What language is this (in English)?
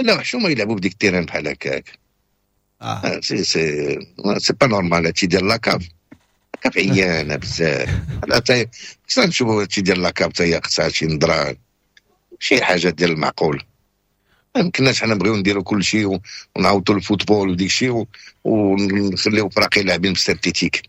Moroccan Arabic